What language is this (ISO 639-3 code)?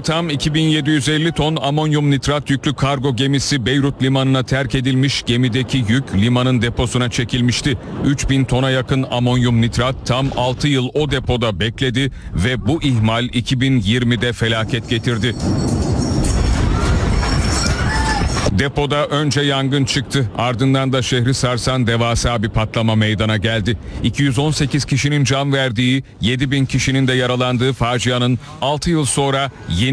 tur